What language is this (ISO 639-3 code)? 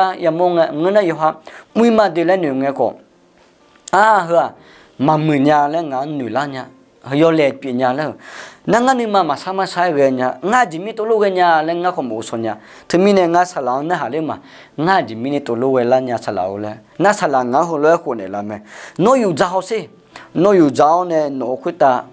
ahk